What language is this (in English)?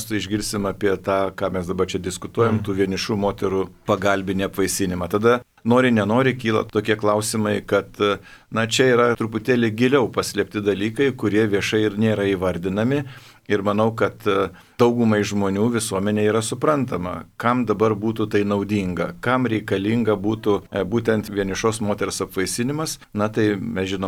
Lithuanian